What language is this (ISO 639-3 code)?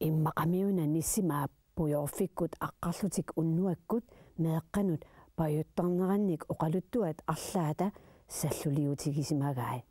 kal